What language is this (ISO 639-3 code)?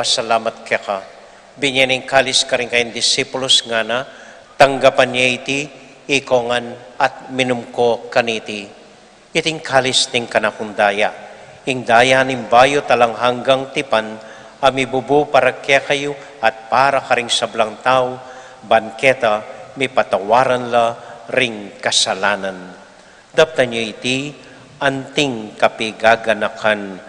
pam